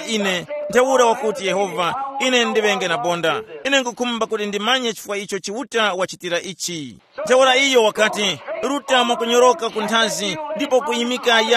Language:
Tumbuka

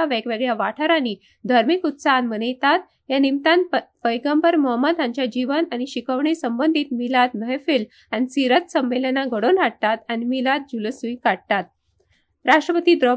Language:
Konkani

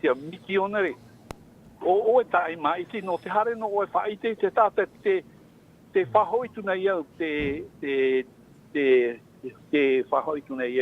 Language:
Tahitian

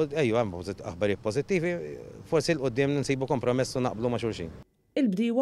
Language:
Maltese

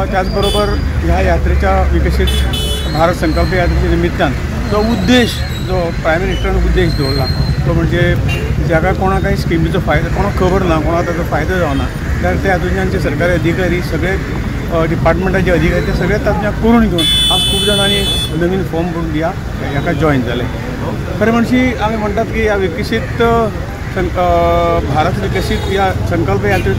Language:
Konkani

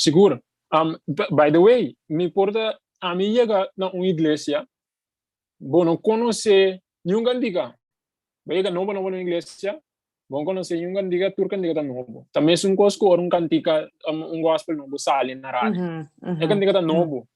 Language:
Papiamento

